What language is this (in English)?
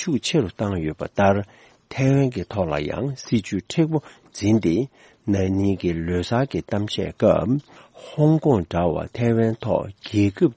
Tibetan